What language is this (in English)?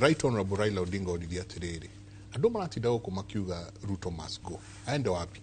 Kikuyu